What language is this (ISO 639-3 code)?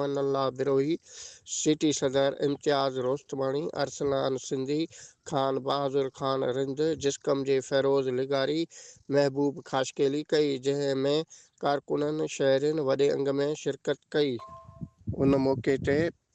snd